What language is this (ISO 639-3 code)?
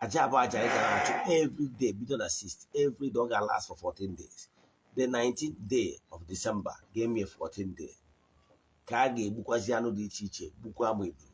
ibo